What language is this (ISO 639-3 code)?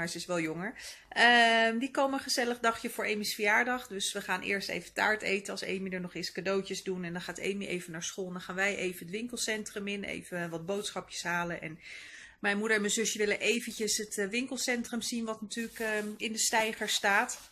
nld